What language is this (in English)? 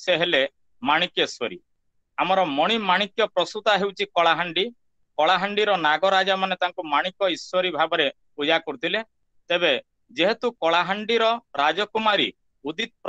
Odia